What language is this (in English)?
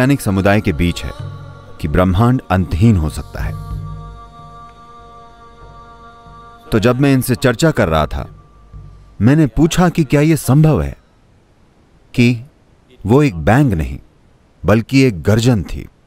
Hindi